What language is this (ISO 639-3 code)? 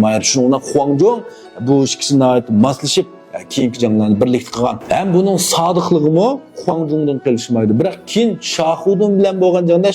uig